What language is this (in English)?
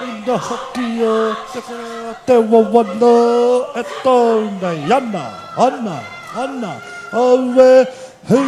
Māori